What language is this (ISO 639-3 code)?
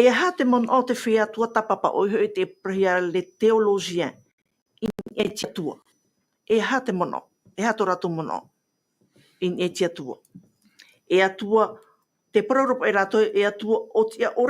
tah